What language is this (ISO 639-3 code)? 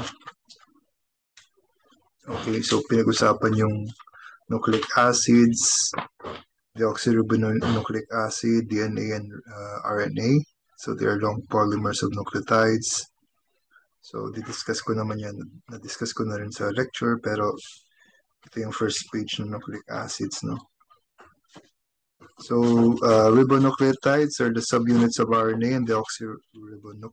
fil